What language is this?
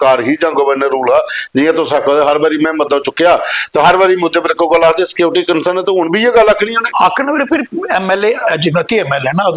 Dogri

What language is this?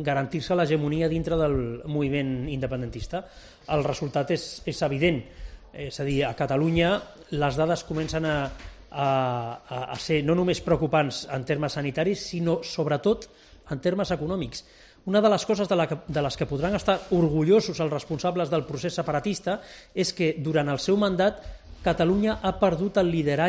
Catalan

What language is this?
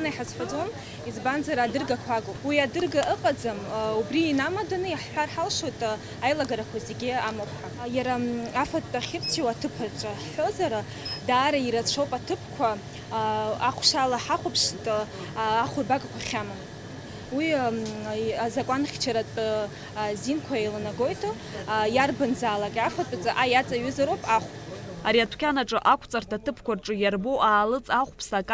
Abkhazian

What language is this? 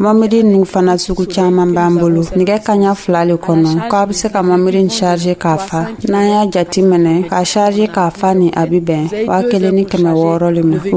Dyula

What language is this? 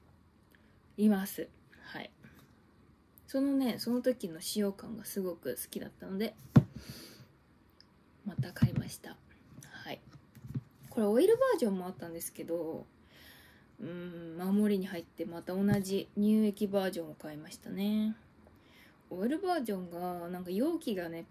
Japanese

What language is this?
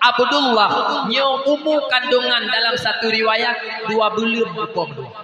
Achinese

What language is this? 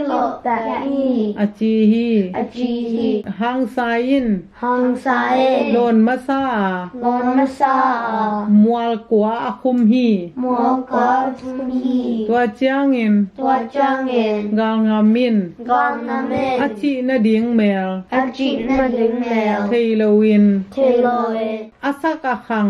Tedim Chin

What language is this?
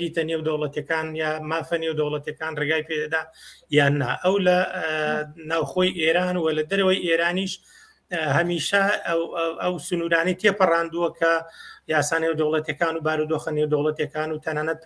Central Kurdish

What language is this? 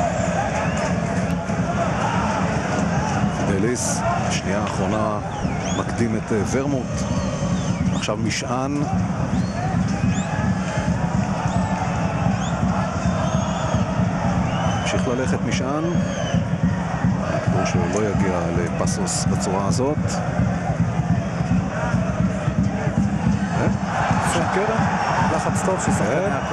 Hebrew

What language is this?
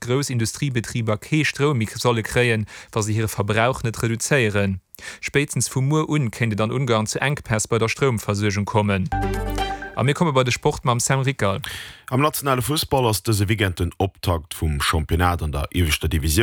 Luxembourgish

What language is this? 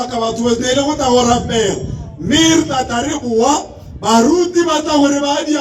Tswana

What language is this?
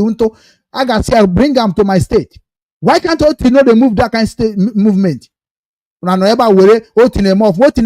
Igbo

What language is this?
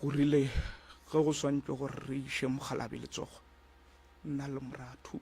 Northern Sotho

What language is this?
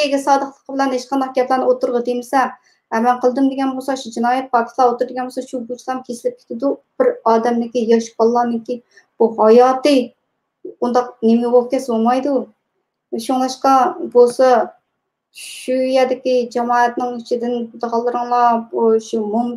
Uyghur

